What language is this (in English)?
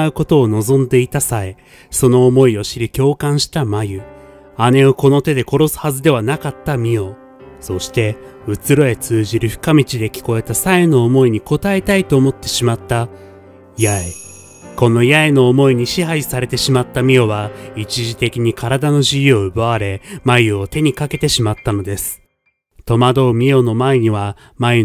Japanese